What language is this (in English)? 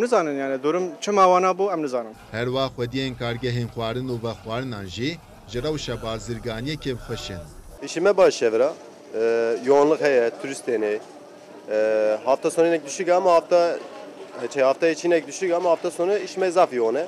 Kurdish